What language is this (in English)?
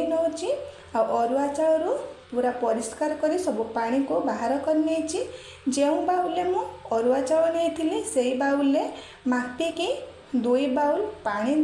Odia